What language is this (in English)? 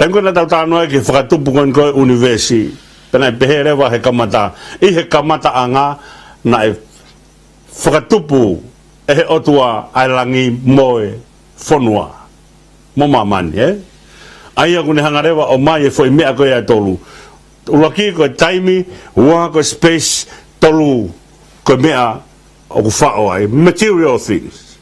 Tongan